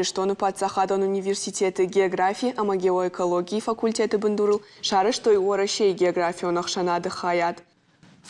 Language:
Ossetic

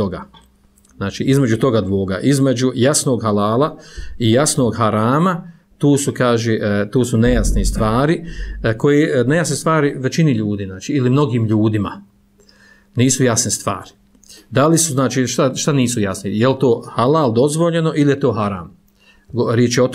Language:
Bosnian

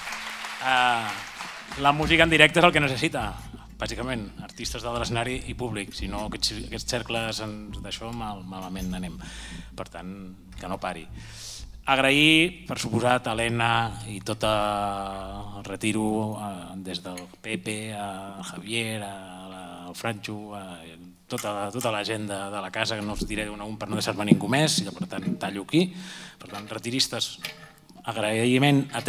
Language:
Catalan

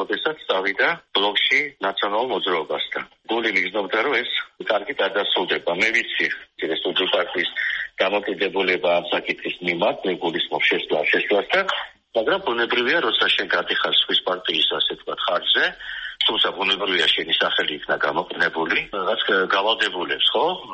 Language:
Georgian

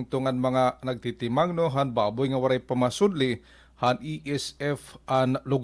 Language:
Waray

